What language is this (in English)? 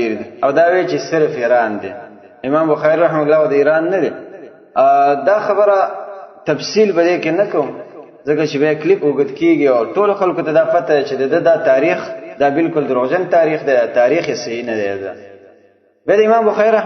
Pashto